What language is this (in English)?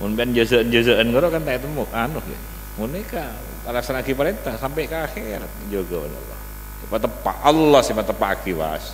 Madurese